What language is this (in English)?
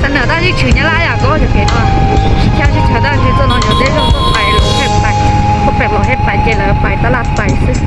Hmong